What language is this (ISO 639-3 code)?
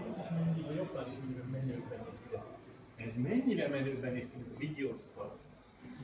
hun